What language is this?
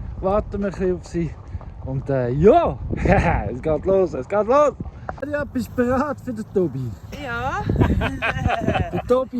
Swiss German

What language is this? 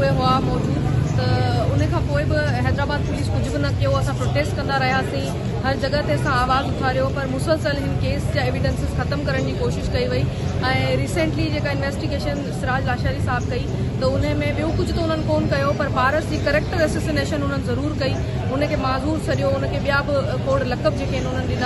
Sindhi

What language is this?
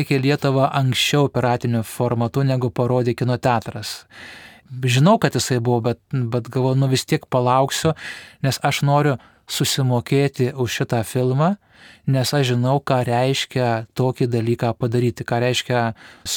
Lithuanian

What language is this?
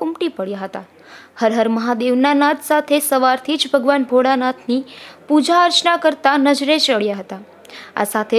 Gujarati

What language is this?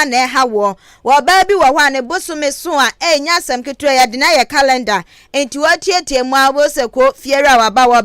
Akan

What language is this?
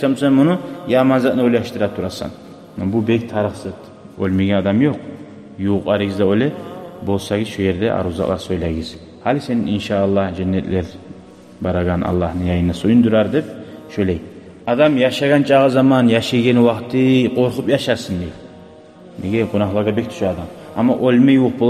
Kumyk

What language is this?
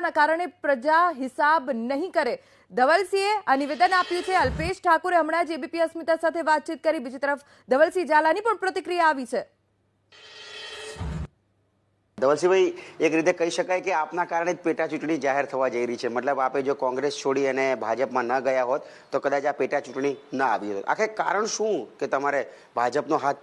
Gujarati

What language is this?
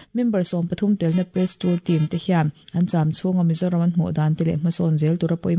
Mizo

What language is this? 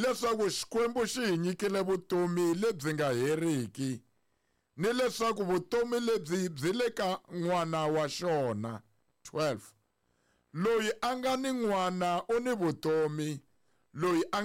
Tsonga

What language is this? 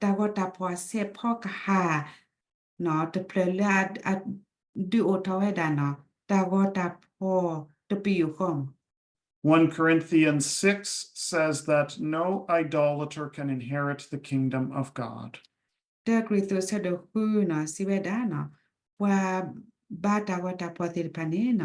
S'gaw Karen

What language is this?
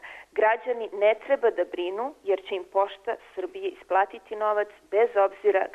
Serbian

